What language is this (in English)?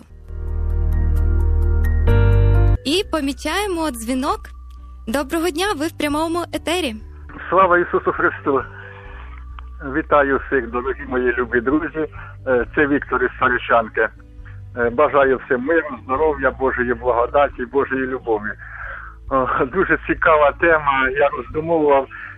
Ukrainian